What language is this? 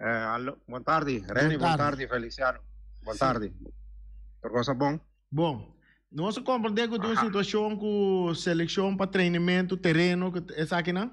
Papiamento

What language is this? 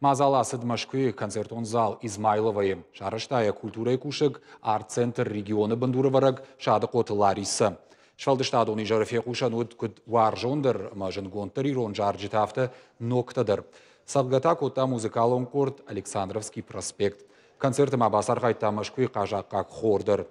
Ossetic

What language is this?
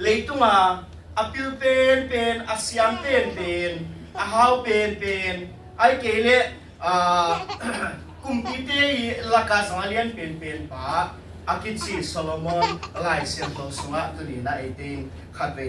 Tedim Chin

